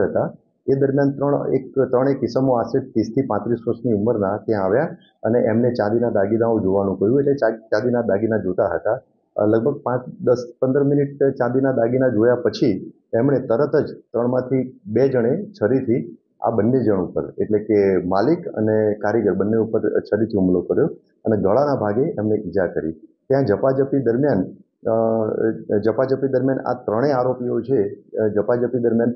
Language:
Gujarati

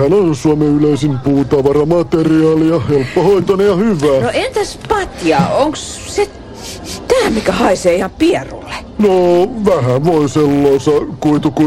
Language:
Finnish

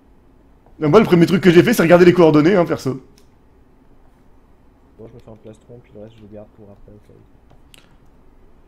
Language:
French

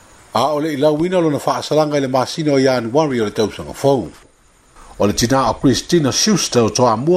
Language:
Samoan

